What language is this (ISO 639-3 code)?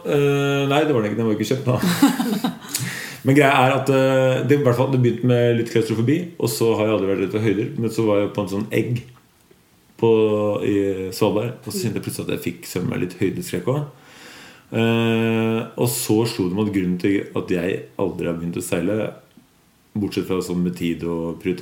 nor